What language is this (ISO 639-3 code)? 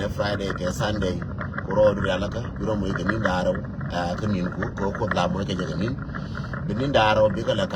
nus